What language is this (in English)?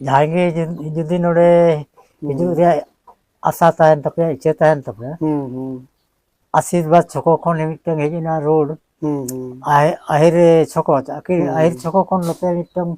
Santali